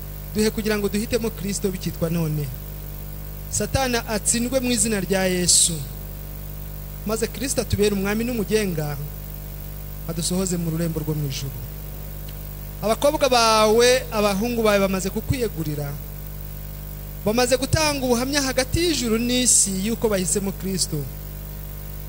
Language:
Kinyarwanda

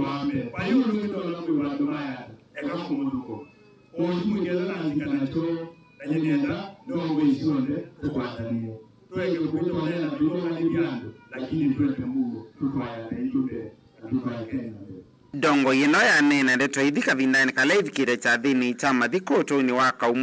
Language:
Kamba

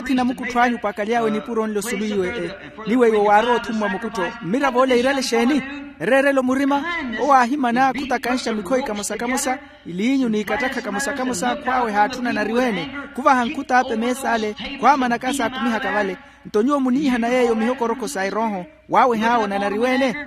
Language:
Makhuwa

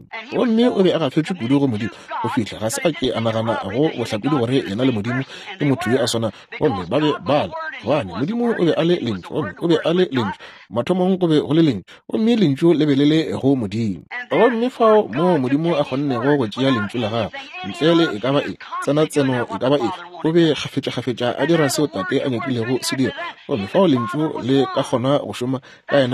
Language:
Northern Sotho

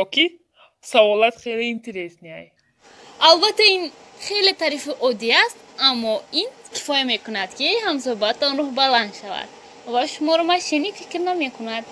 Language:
Tajik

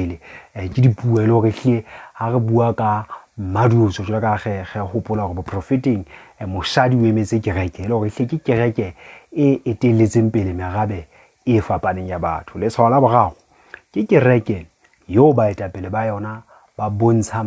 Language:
Southern Sotho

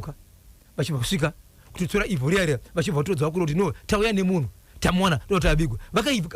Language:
Shona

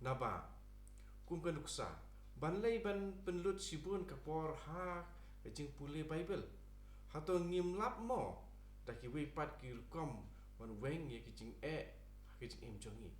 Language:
Khasi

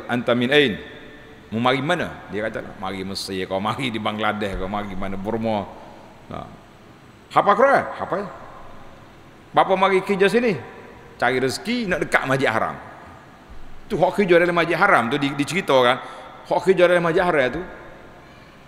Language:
Malay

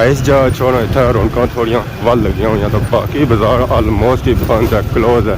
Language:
Pahari-Potwari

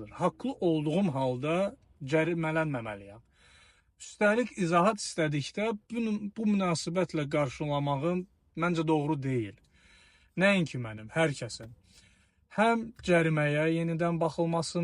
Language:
Azerbaijani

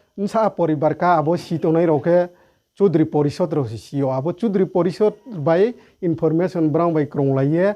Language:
Riang (India)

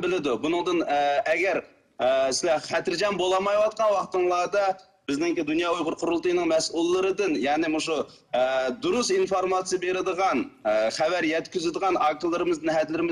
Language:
Uyghur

